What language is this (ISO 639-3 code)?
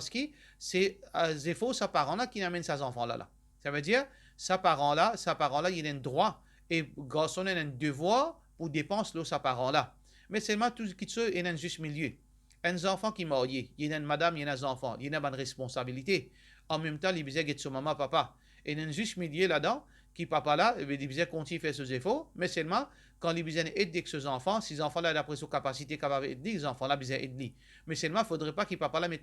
mfe